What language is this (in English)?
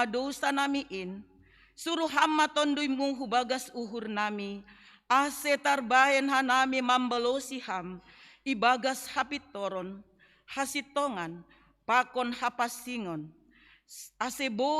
Batak Simalungun